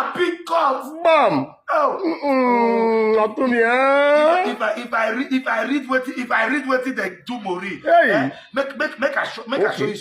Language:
Nigerian Pidgin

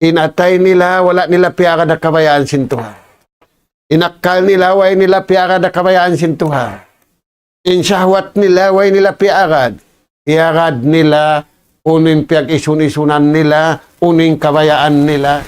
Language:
Tausug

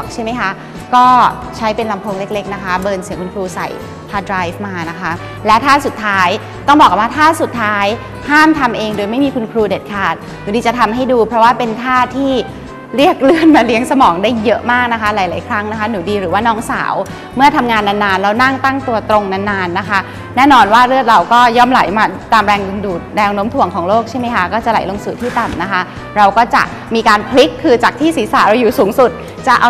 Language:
Thai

